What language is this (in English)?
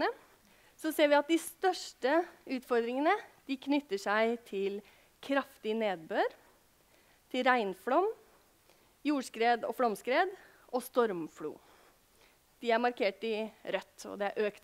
Norwegian